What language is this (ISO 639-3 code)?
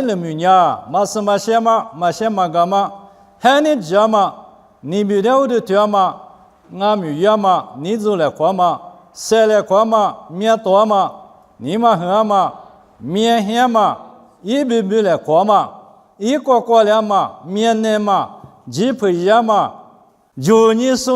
lis